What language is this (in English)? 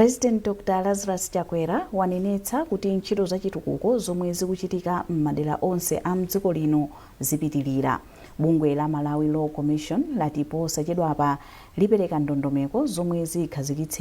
Nyanja